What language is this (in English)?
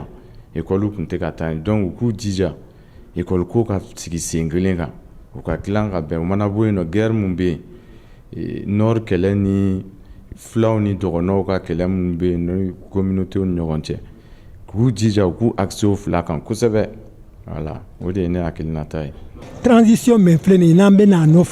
Bambara